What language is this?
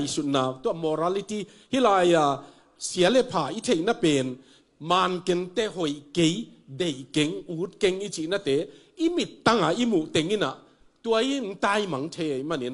Tedim Chin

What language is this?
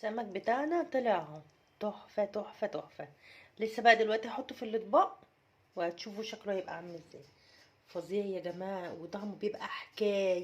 Egyptian Arabic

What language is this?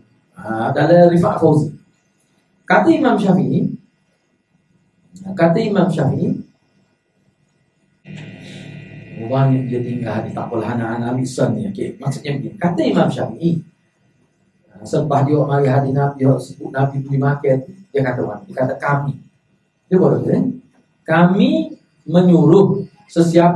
Malay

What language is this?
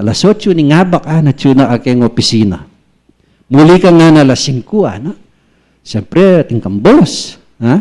Pampanga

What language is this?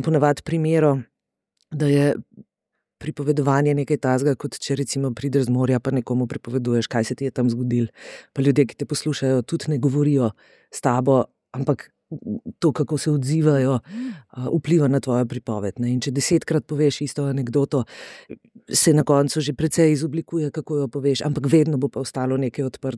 Slovenian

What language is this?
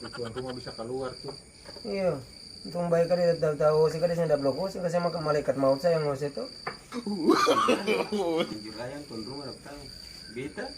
Ambonese Malay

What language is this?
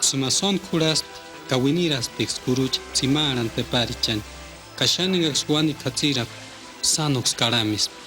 Purepecha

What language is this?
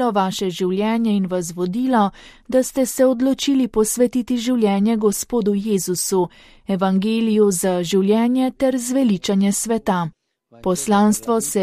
Slovenian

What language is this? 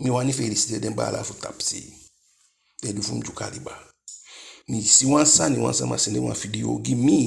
Eastern Maroon Creole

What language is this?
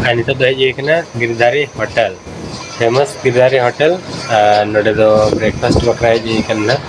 Santali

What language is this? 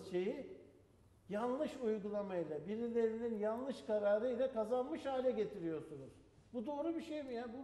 Turkish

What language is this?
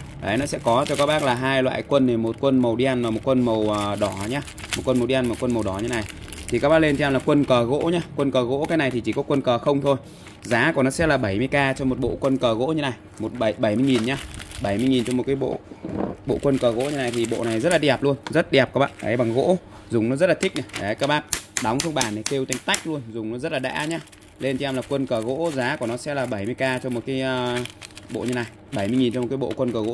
Vietnamese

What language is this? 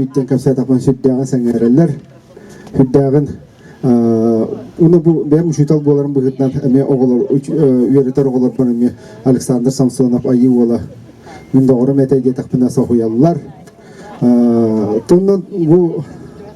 Yakut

